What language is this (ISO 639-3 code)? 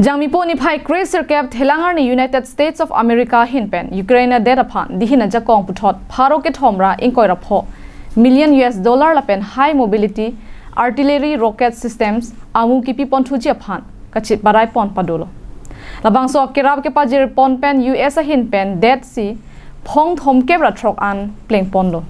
mjw